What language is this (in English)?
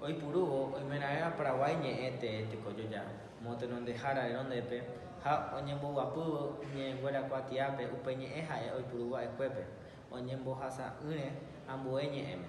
Guarani